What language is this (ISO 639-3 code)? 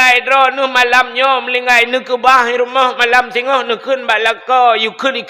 ace